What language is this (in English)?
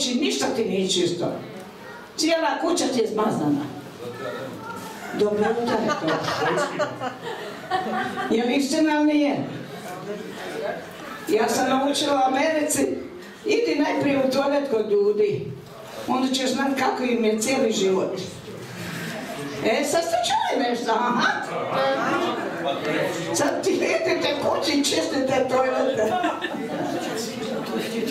Croatian